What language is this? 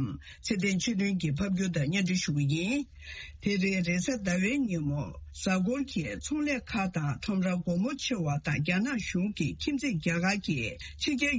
Tibetan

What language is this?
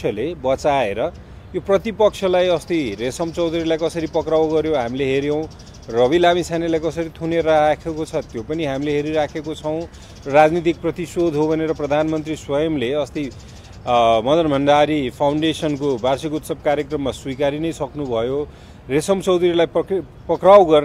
Nepali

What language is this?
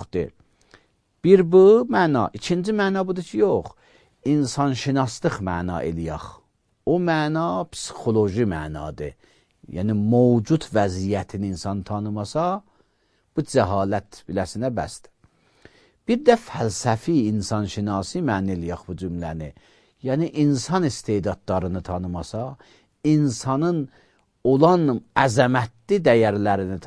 Azerbaijani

